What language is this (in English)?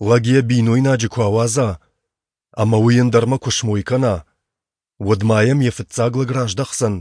Ossetic